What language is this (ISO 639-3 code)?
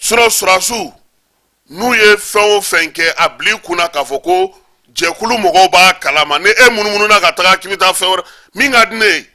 bam